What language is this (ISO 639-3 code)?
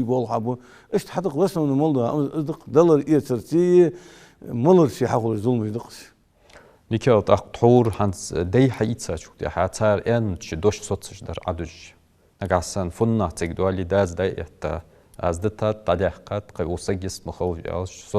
inh